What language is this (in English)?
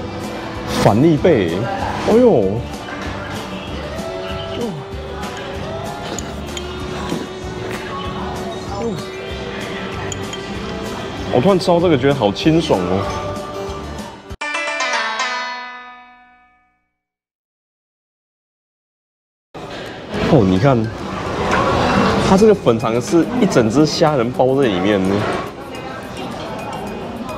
Chinese